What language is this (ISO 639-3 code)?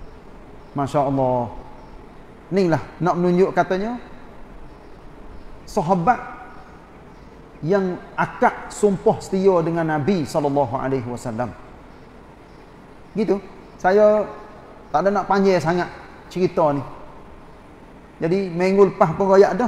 msa